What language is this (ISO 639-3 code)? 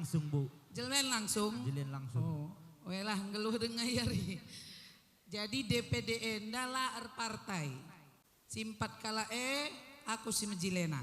btx